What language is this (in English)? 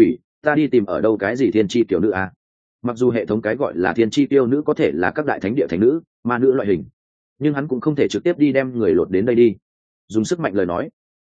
Vietnamese